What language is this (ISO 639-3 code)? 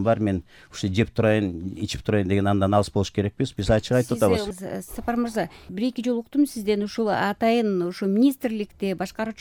kir